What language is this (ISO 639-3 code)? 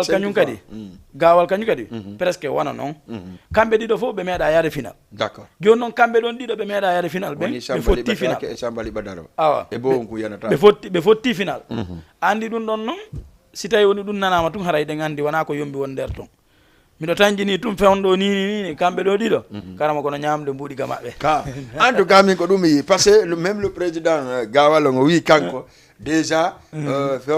ful